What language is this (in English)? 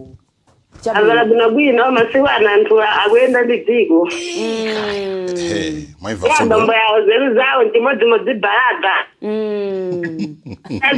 Nyanja